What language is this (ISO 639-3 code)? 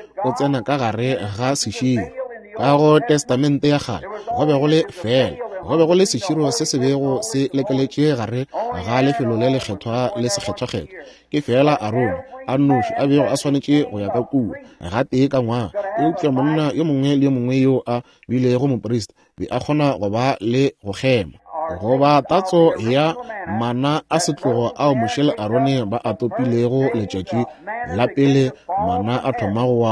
nso